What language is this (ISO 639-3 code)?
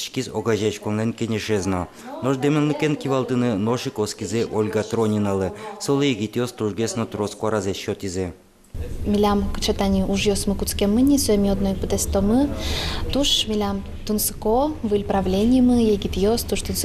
udm